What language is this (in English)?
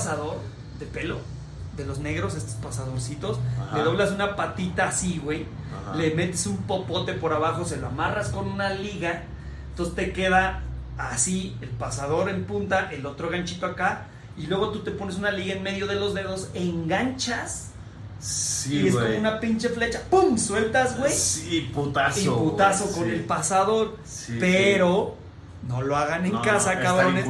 Spanish